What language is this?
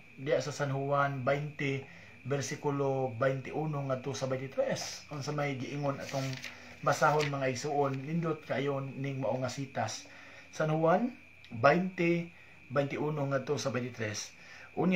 Cebuano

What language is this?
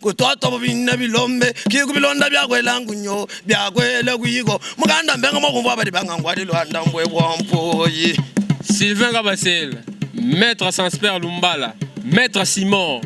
Luba-Lulua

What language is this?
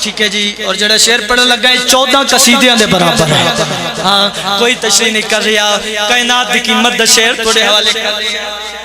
Pahari-Potwari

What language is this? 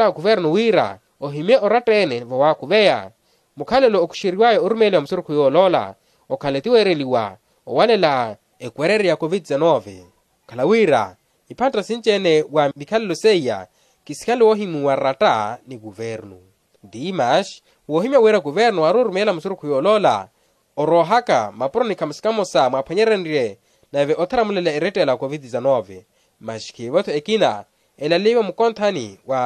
Makhuwa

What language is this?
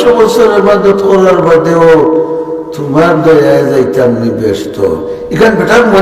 Sylheti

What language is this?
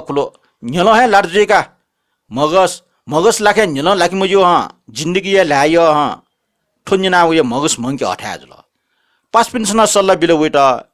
Newari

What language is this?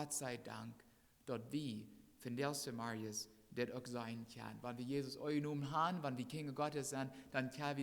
Plautdietsch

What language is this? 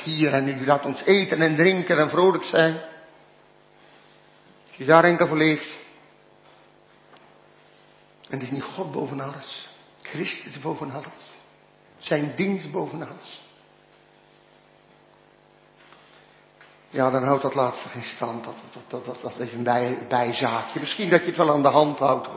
Dutch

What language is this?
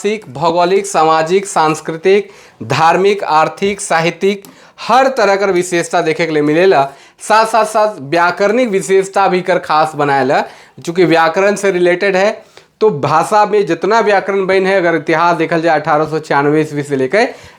Sadri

